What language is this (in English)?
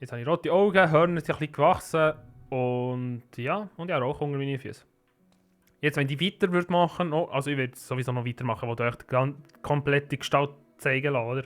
Swiss German